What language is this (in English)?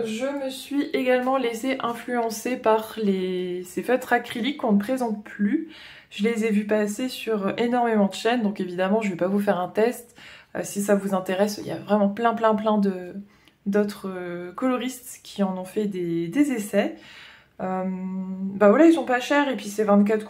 French